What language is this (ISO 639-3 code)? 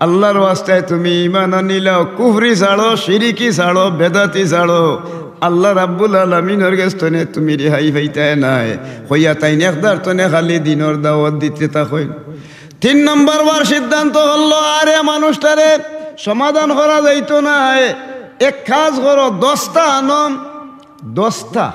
syl